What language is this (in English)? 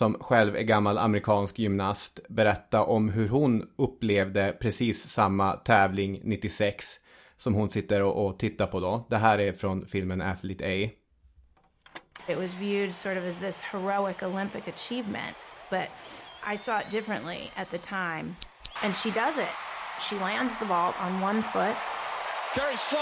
Swedish